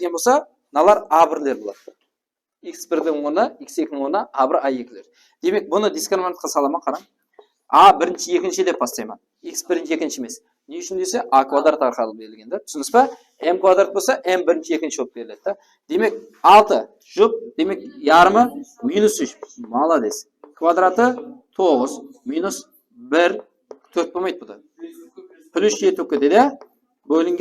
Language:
Kara-Kalpak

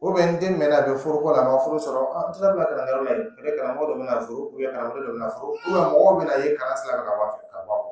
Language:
Dyula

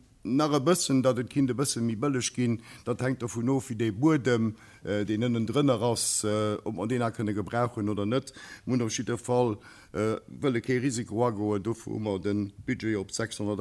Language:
Luxembourgish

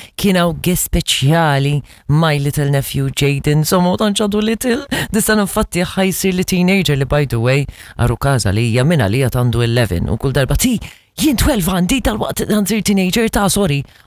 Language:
Maltese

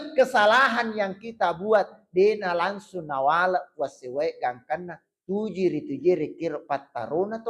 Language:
Buginese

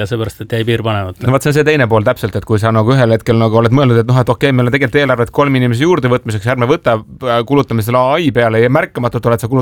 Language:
Estonian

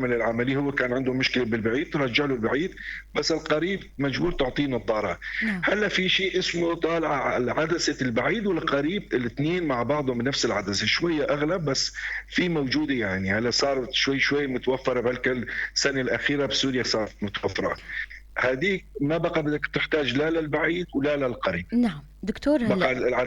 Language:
North Levantine Arabic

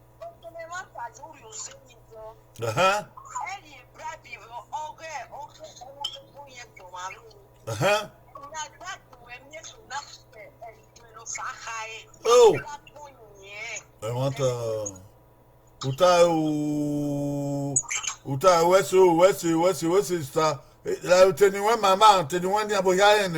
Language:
Bini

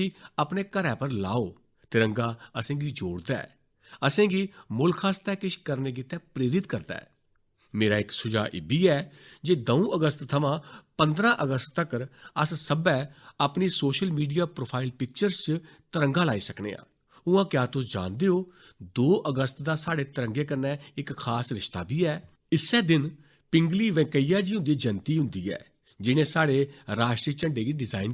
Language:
Dogri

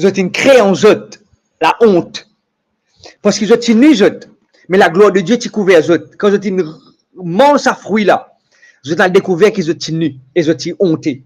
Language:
Morisyen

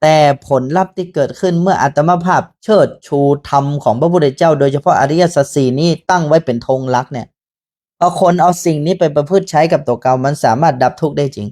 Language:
Northern Thai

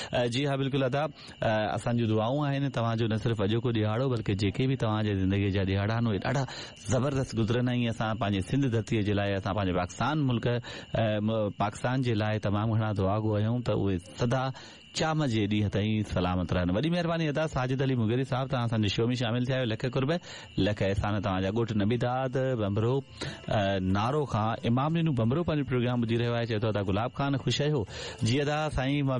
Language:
Sindhi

